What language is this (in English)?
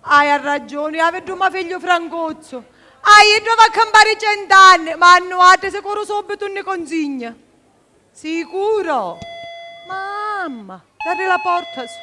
Sicilian